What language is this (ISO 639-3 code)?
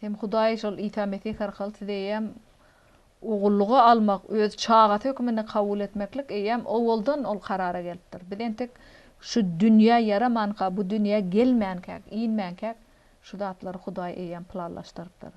tuk